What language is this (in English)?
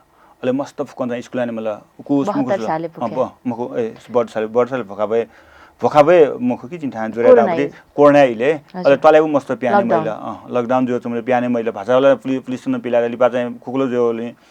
Newari